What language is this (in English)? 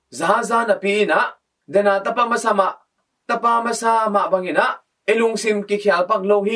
Tedim Chin